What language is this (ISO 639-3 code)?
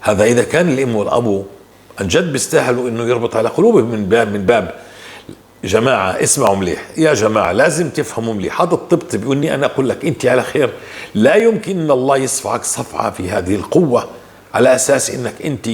apc